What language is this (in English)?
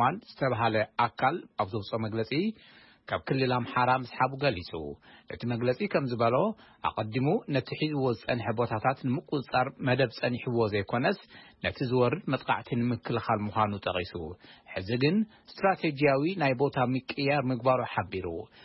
Tigrinya